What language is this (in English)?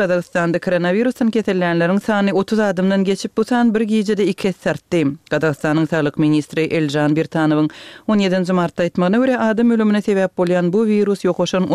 Turkmen